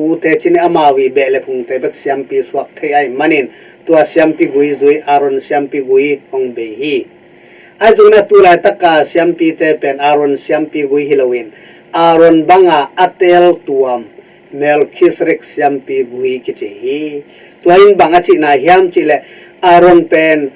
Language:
Tedim Chin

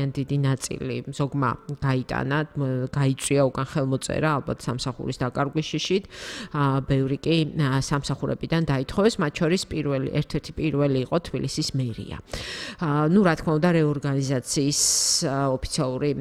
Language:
Georgian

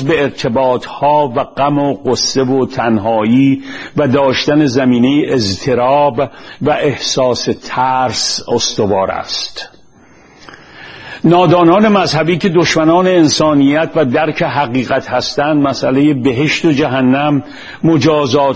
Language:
Persian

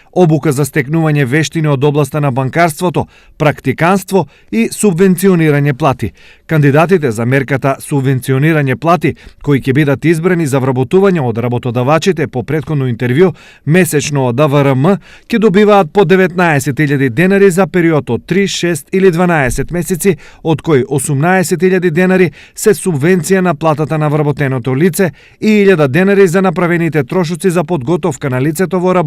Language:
Macedonian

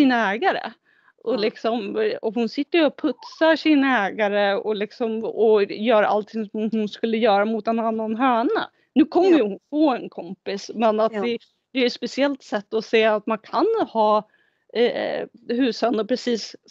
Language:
Swedish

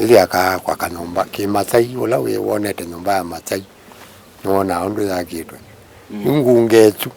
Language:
Kamba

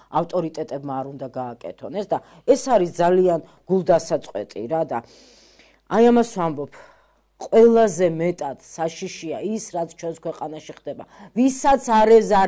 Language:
Georgian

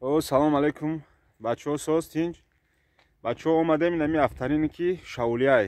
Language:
Tajik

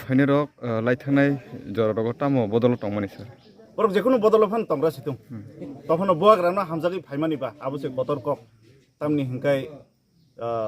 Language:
Kok Borok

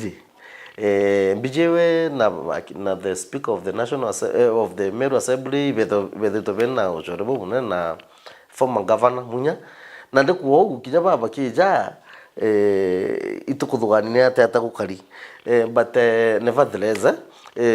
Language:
Meru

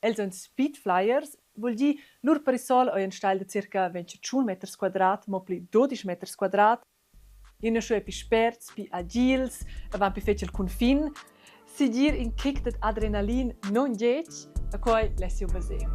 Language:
Romansh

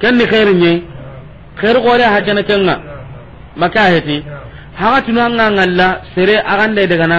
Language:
Soninke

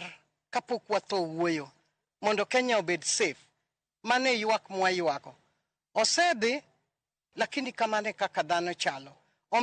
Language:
Luo (Kenya and Tanzania)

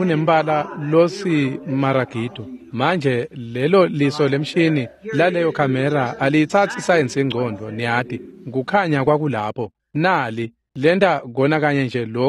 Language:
Swati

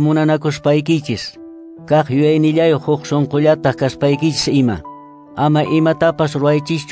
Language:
Quechua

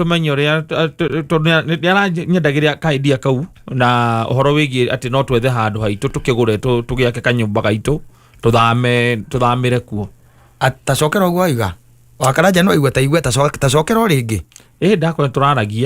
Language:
Kikuyu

